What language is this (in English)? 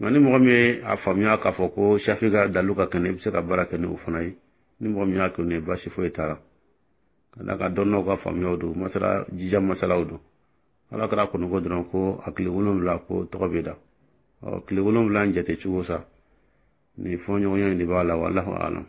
Dyula